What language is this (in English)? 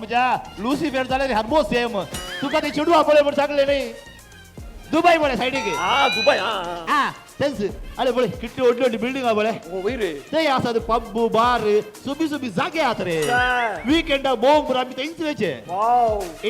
Konkani